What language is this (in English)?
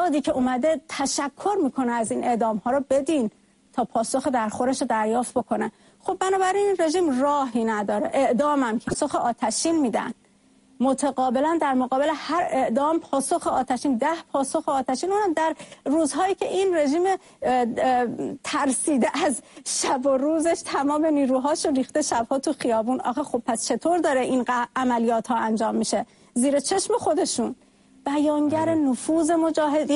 Persian